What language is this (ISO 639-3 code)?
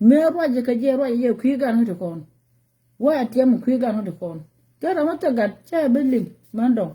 nus